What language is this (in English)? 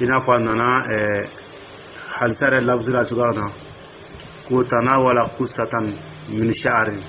Dyula